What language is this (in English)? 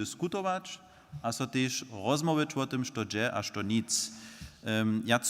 Upper Sorbian